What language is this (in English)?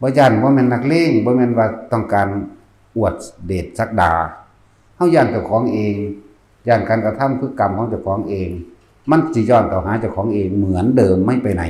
Northeastern Thai